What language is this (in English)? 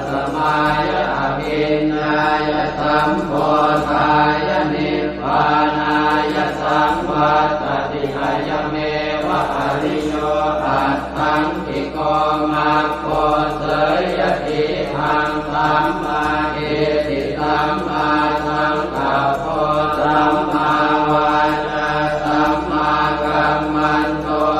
Pali